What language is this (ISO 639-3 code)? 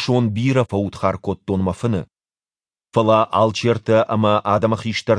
oss